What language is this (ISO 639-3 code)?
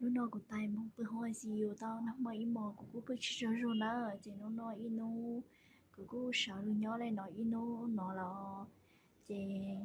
hmn